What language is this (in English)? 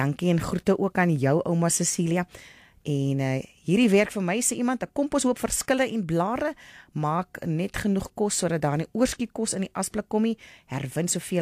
Afrikaans